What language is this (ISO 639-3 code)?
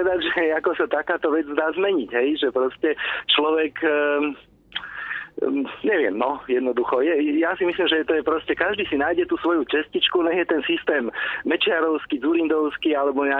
slk